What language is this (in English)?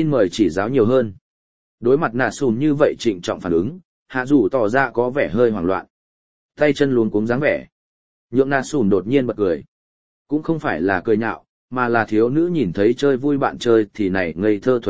Vietnamese